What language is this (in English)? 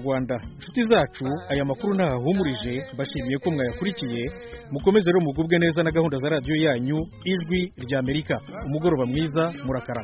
Kinyarwanda